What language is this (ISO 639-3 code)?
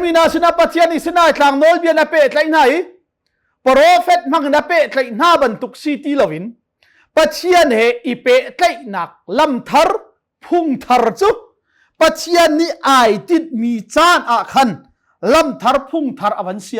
cnh